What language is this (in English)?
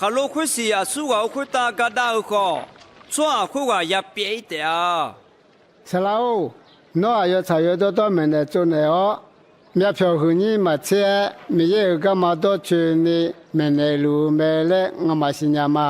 Akha